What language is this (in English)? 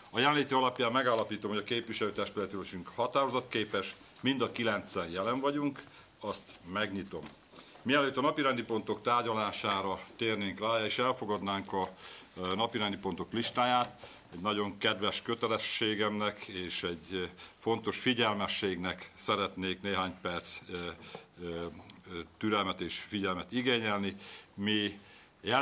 Hungarian